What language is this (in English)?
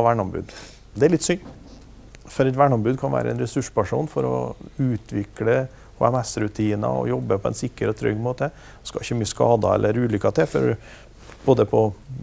Norwegian